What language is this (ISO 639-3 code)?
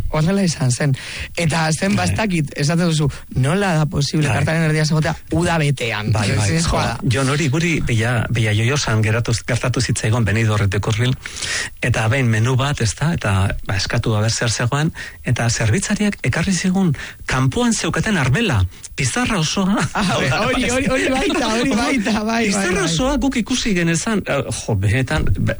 eus